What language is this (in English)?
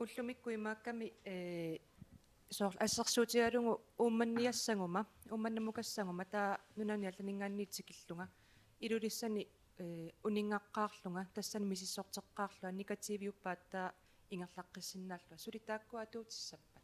Kalaallisut